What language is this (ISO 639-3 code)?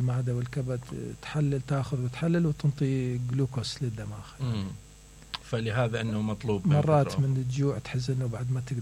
acm